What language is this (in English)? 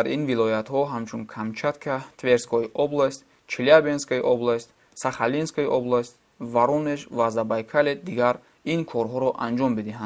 Tajik